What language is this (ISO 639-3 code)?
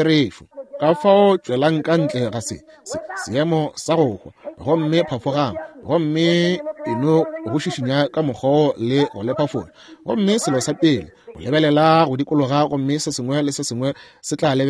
nso